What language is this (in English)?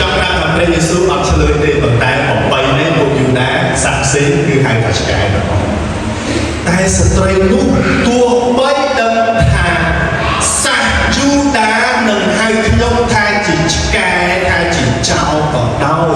Khmer